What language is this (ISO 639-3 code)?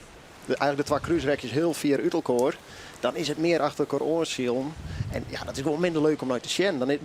fry